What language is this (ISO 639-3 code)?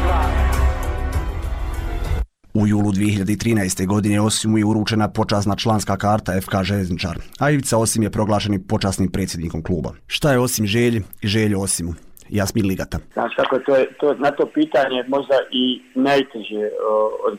bos